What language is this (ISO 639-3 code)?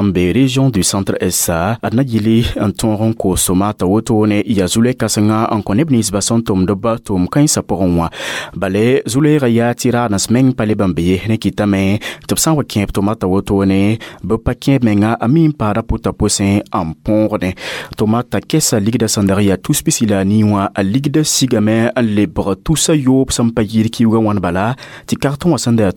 mos